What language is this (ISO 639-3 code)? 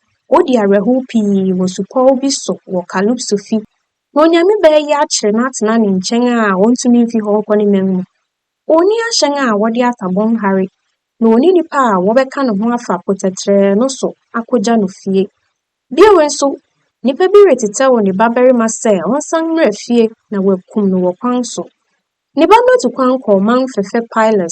aka